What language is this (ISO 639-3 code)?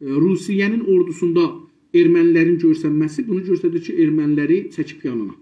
azb